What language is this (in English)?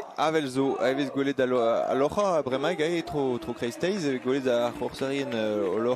Breton